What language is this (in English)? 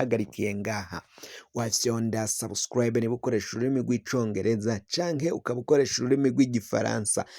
Rundi